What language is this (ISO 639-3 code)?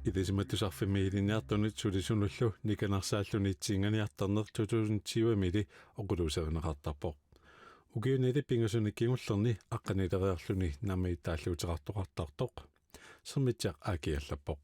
kal